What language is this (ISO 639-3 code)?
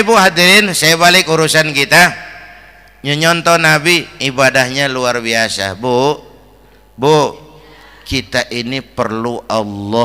bew